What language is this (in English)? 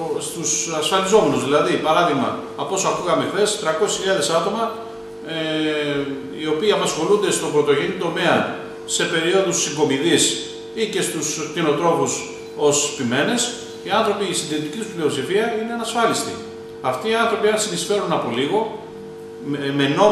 Greek